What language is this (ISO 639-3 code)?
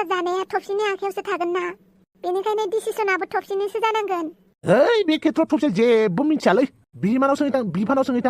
brx